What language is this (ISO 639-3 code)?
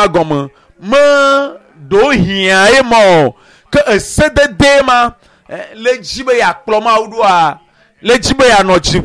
ewe